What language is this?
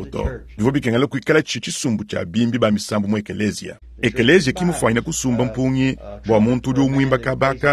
Luba-Lulua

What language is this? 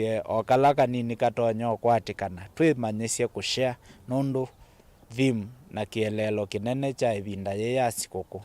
Kamba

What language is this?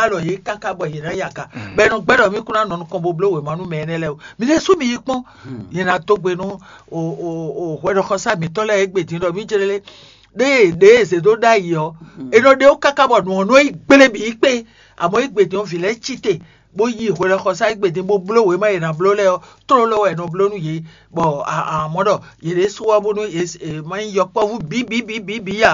Fon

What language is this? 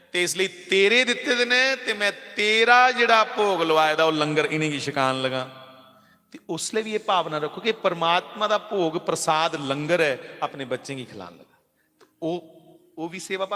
Dogri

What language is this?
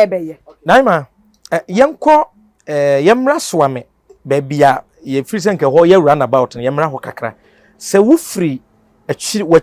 Akan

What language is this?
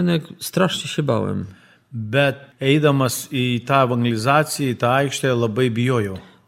Lithuanian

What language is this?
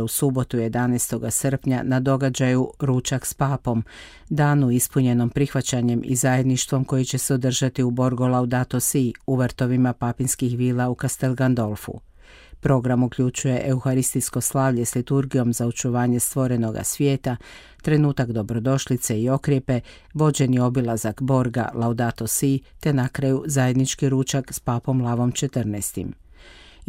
Croatian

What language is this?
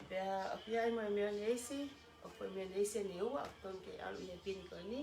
Tongan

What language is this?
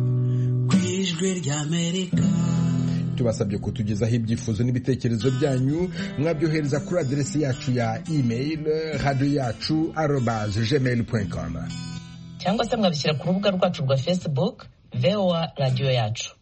Kinyarwanda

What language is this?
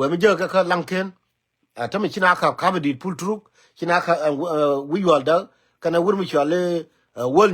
Nuer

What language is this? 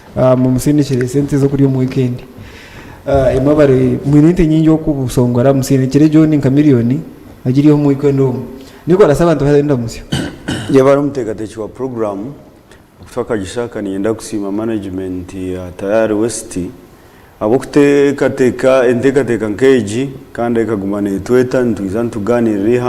Nyankole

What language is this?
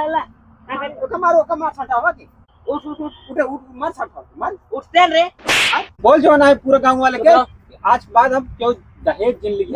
Awadhi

